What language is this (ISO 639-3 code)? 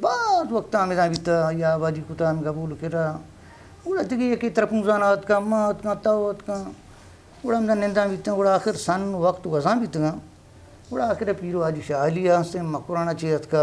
bgp